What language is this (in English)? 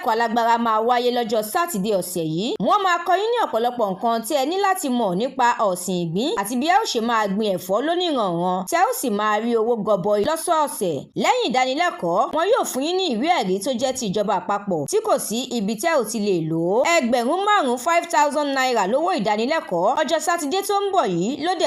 Yoruba